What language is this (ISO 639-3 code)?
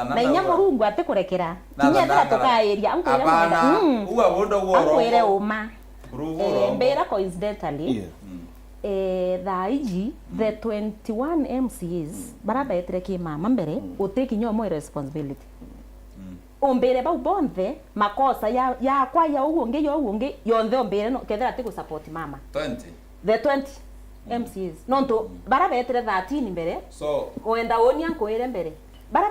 mer